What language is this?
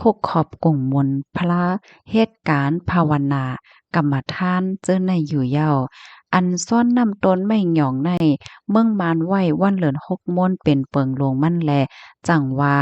Shan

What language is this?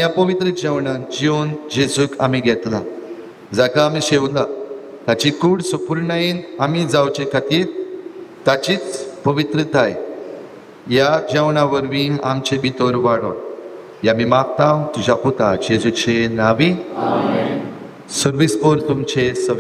Konkani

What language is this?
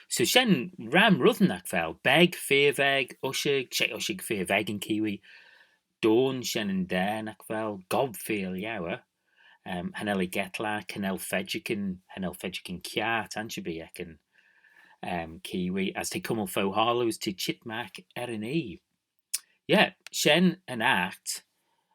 Manx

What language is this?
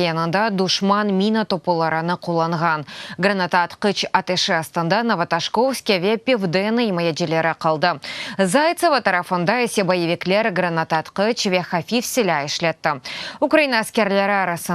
Crimean Tatar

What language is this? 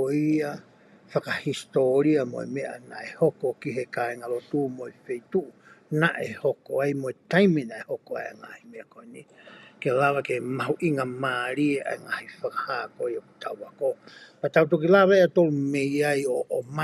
Tongan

